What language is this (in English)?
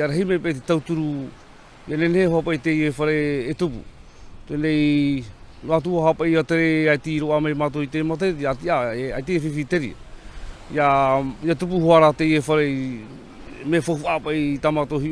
Tahitian